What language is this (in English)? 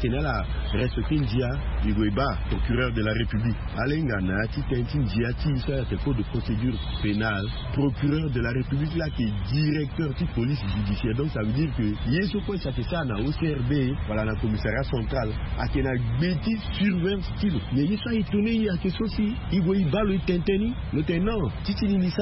Sango